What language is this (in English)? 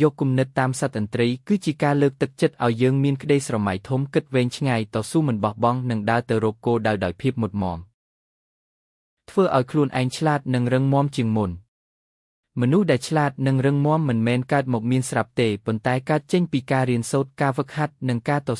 Khmer